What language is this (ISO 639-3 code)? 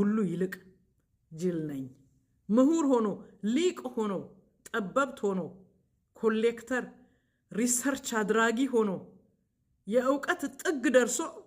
amh